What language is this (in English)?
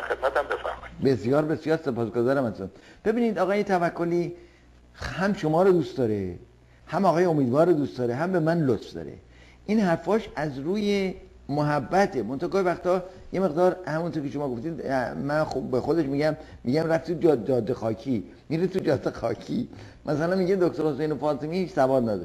Persian